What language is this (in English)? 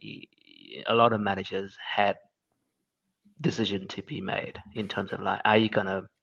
English